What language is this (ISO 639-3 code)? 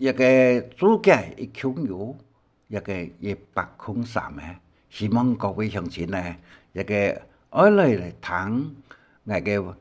hak